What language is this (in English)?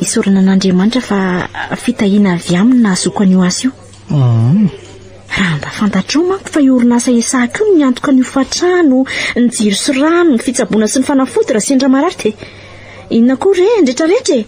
Malagasy